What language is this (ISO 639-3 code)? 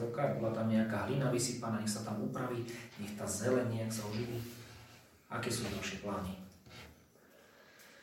slk